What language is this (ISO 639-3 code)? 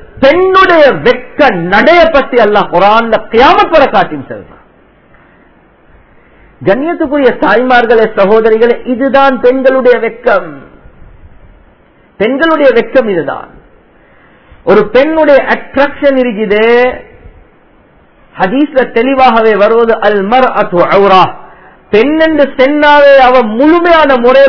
tam